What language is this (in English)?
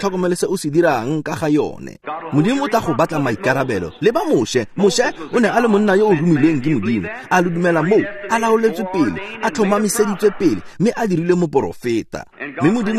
Tswana